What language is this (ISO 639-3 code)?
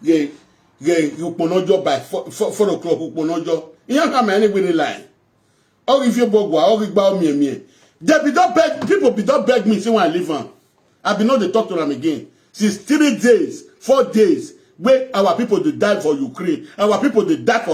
pcm